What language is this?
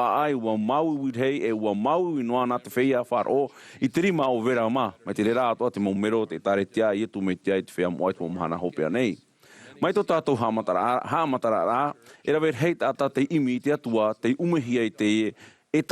Tahitian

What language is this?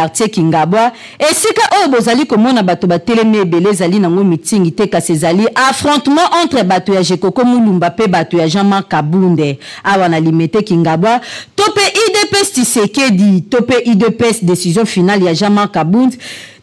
Lingala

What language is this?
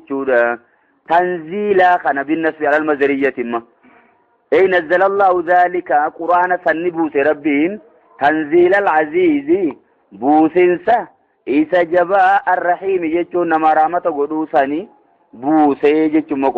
Oromo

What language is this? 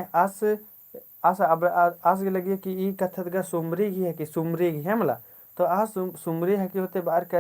Kurukh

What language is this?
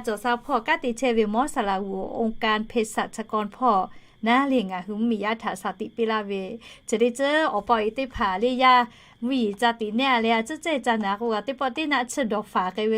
Lahu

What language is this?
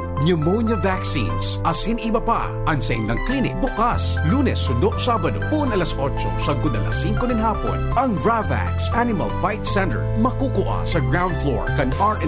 Bikol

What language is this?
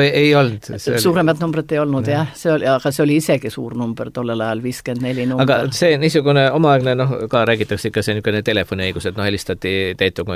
Estonian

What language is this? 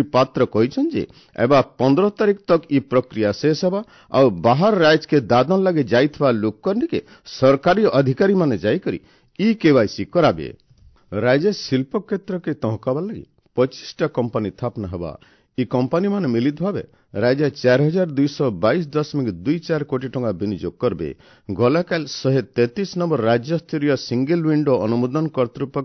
Odia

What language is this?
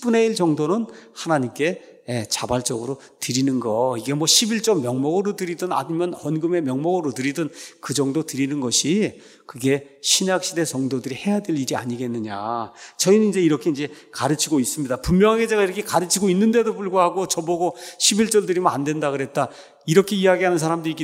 Korean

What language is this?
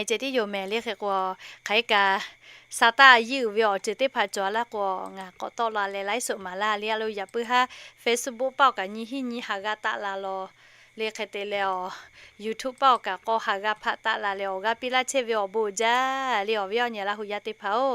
Lahu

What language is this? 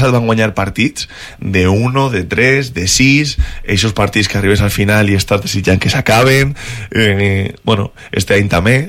Catalan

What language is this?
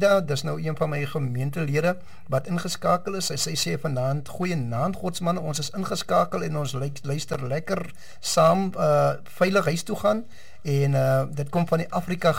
Afrikaans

